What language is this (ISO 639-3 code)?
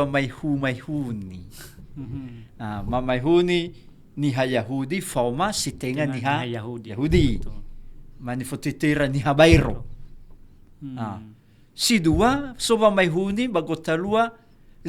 nia